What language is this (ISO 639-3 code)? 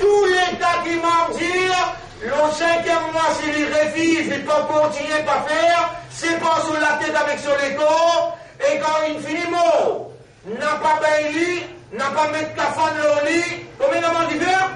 mfe